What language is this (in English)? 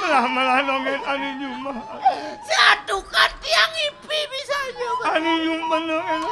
Balinese